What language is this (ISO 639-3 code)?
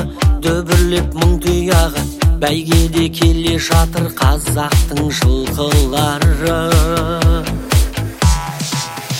kaz